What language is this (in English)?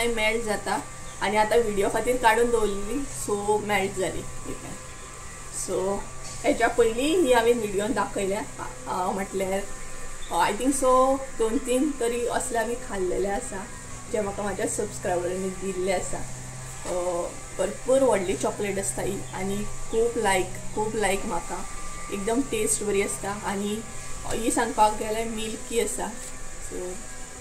Konkani